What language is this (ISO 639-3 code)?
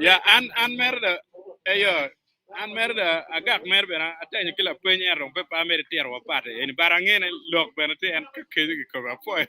ach